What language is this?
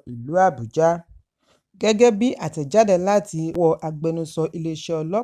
Yoruba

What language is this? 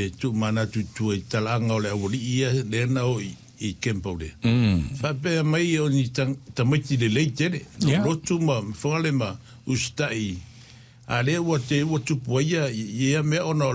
Samoan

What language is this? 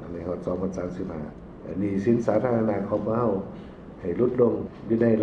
Lao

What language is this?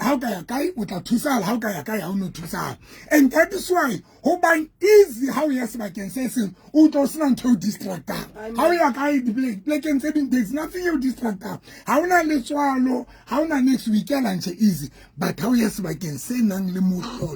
Southern Sotho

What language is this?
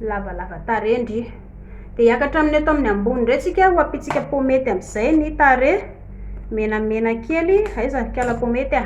Malagasy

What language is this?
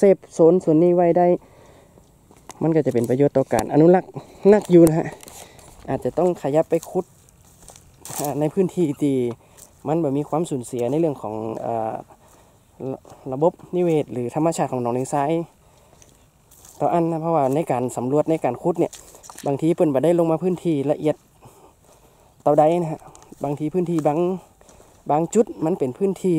Thai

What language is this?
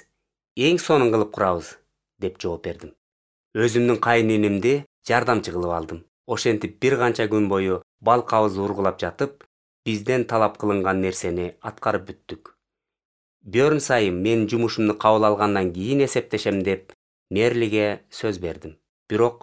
Kyrgyz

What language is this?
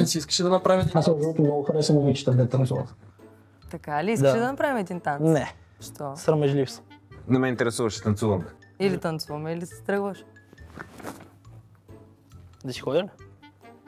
Bulgarian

